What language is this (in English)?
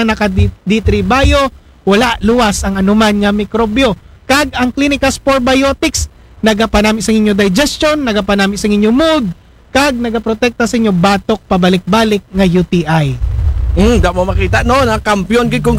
Aklanon